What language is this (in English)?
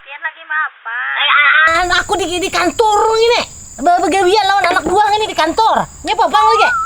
Banjar